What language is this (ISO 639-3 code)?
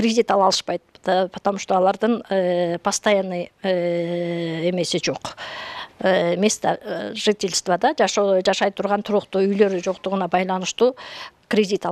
kir